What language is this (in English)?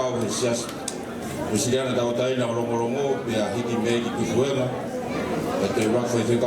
Tongan